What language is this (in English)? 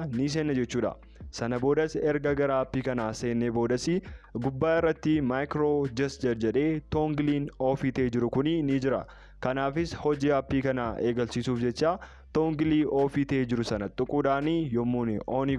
Oromo